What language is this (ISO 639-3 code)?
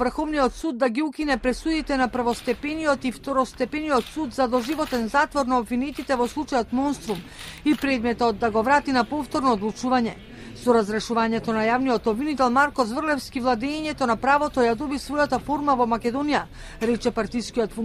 mkd